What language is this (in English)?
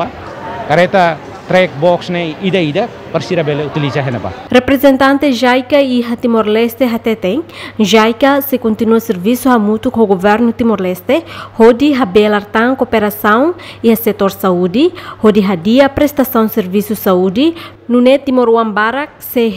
Tetum